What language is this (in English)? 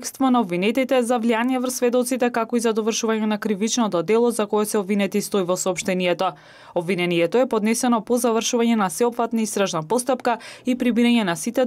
Macedonian